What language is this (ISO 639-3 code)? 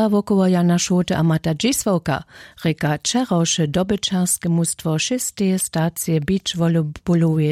hsb